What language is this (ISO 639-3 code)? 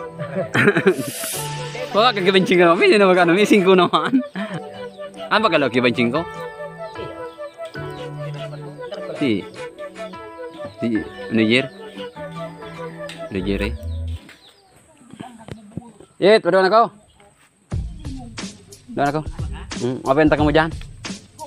fil